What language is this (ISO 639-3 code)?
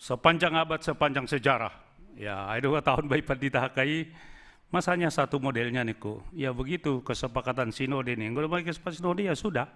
bts